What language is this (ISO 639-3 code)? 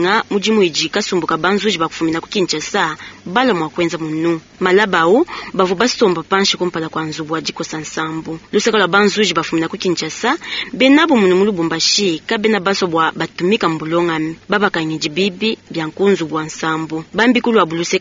lua